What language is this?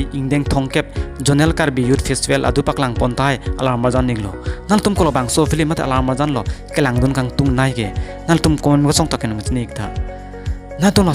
Karbi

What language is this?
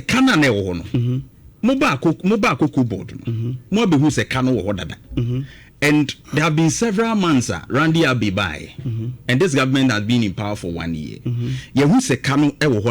Akan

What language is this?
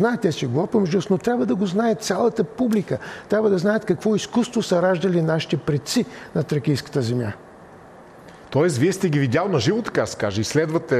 Bulgarian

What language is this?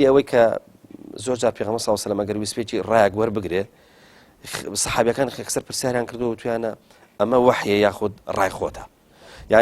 Central Kurdish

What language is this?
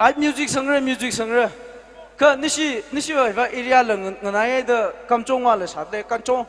Tangkhul Naga (India)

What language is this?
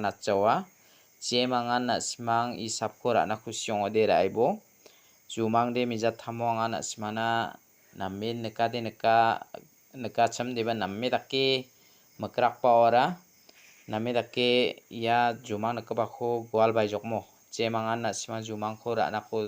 Garo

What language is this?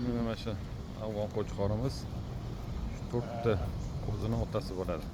Uzbek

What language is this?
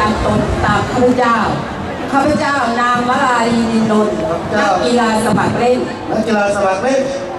Thai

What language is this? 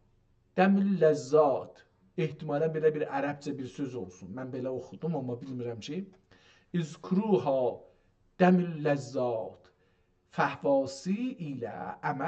South Azerbaijani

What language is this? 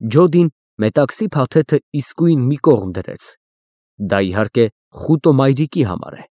Armenian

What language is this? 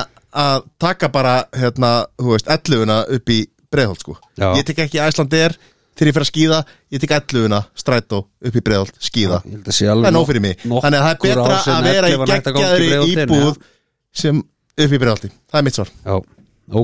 Icelandic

